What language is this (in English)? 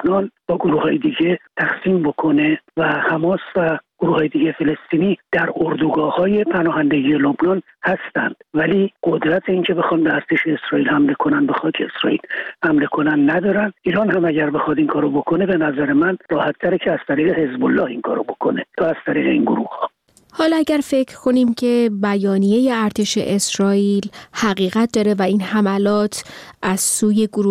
Persian